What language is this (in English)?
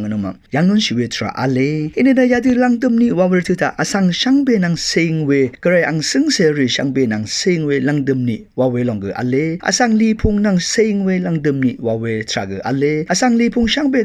Rawang